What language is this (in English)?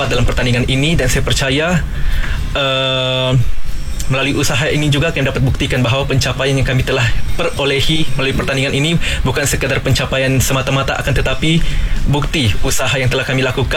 Malay